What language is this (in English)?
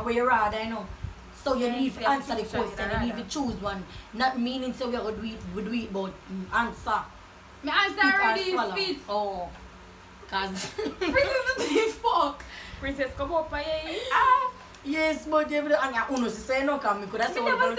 Jamaican Creole English